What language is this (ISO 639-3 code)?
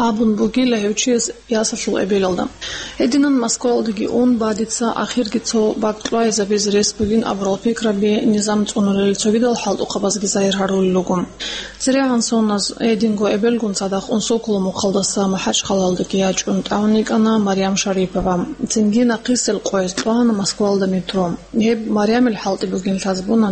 ava